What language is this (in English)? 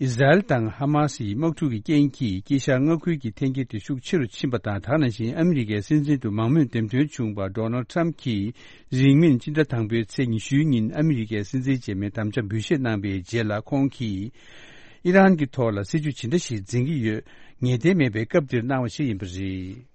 Tibetan